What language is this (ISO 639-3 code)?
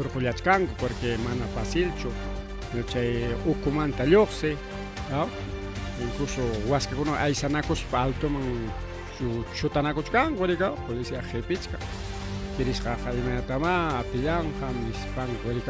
quy